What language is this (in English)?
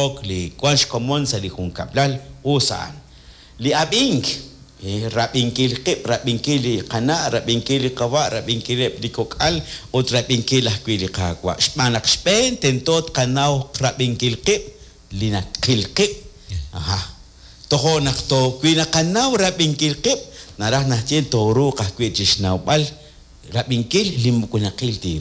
Kekchí